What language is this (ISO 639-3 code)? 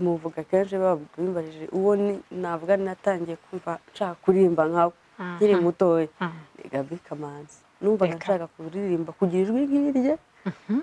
kin